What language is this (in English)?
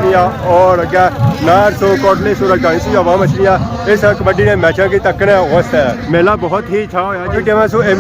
Pahari-Potwari